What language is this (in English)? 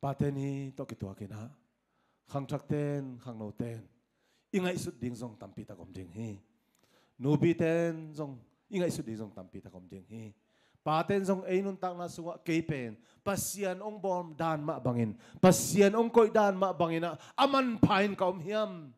Tedim Chin